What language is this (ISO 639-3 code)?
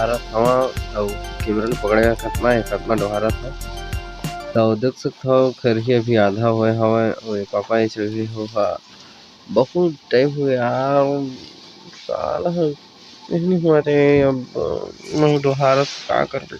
hne